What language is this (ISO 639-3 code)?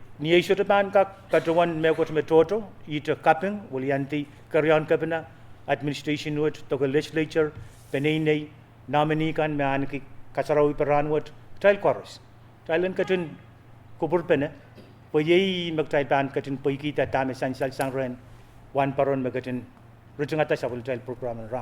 pon